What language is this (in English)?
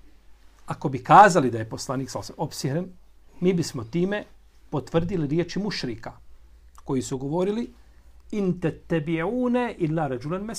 Bosnian